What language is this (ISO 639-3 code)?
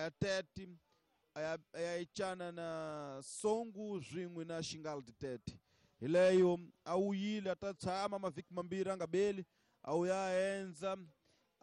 tso